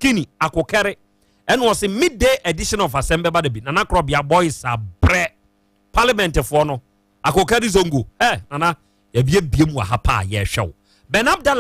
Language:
Akan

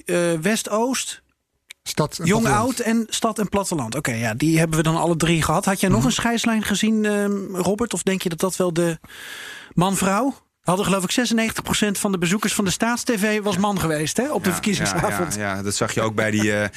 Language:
Dutch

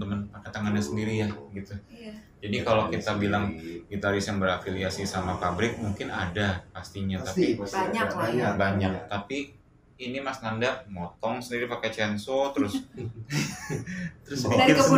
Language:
Indonesian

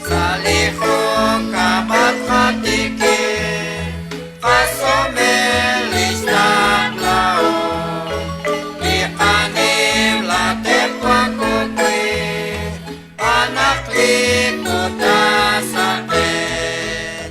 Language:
Kekchí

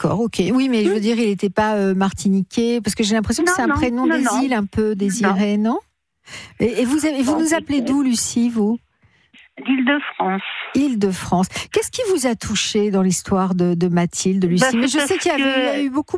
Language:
French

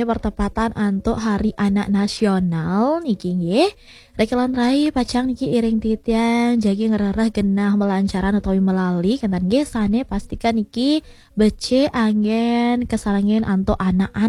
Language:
Balinese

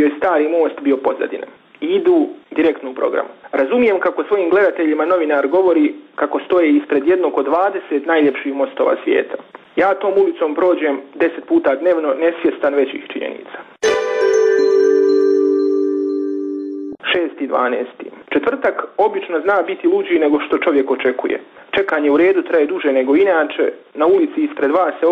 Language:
Croatian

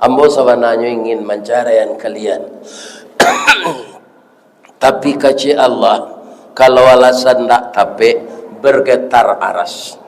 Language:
Minangkabau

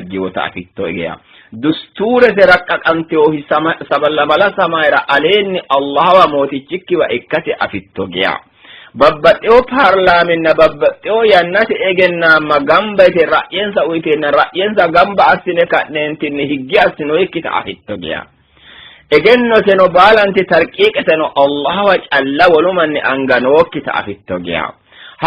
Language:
Sidamo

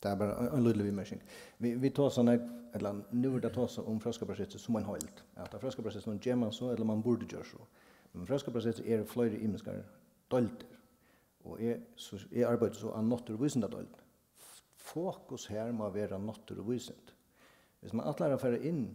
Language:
Faroese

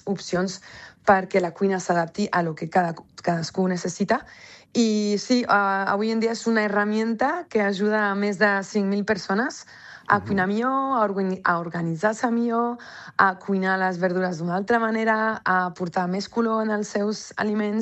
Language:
Catalan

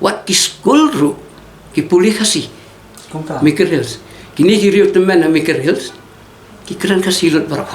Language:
Khasi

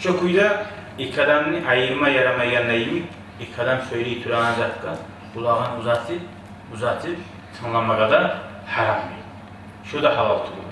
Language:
Kumyk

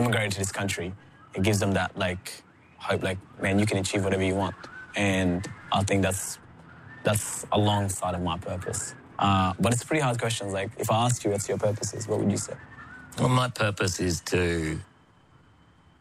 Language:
English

